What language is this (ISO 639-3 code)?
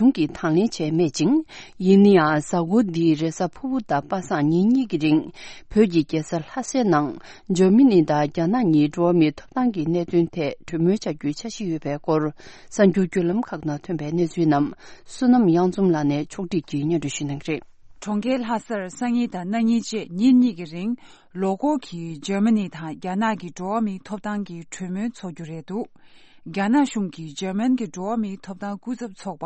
bod